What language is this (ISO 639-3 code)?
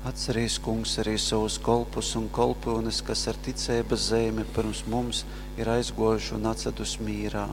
ltg